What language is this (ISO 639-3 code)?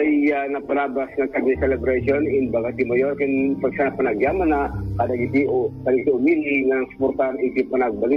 ilo